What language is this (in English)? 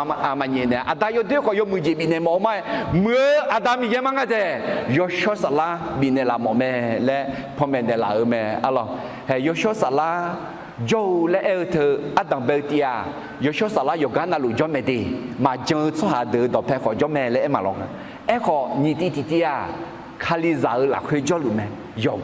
Akha